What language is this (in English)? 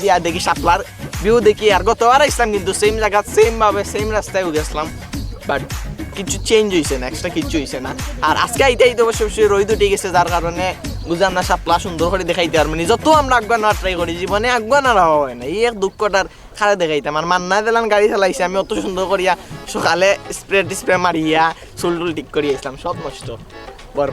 Sylheti